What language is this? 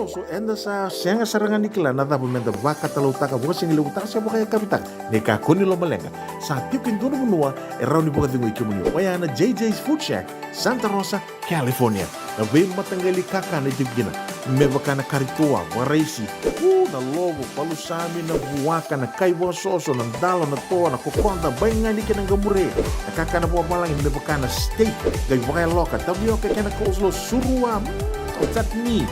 Fijian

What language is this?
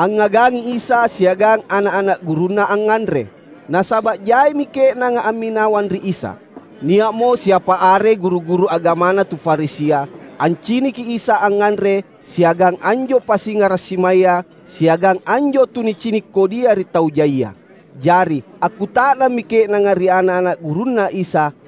Makasar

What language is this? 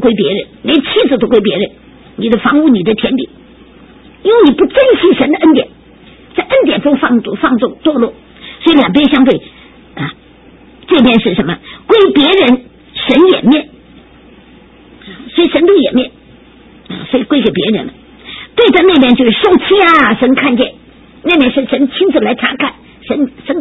Chinese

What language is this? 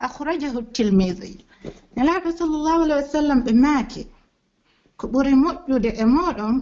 Pular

